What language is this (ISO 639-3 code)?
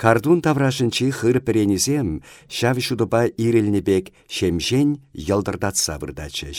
chv